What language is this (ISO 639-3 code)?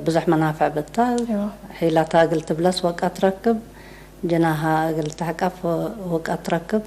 tig